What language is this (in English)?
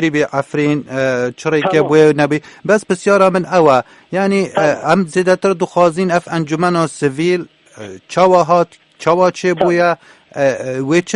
Kurdish